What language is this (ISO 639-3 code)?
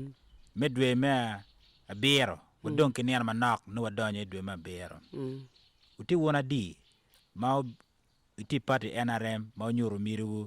ach